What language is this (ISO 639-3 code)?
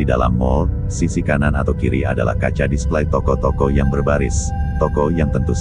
ind